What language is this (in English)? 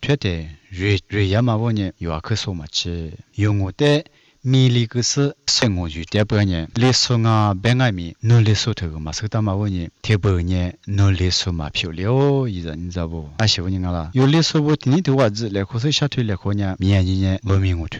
Lisu